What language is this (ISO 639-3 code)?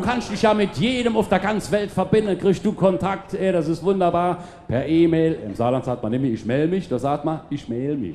pfl